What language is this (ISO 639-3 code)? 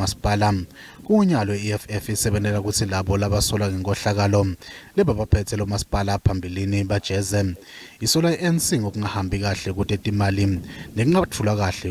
zul